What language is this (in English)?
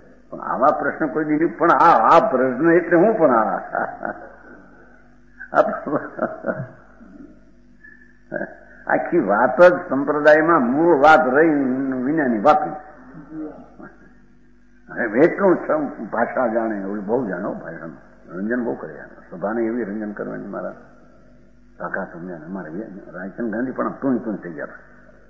Gujarati